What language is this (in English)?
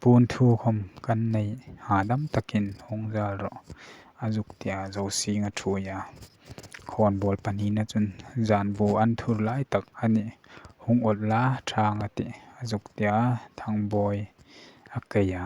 Hmar